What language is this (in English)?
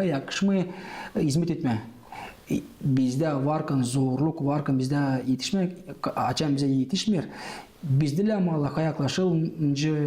Gagauz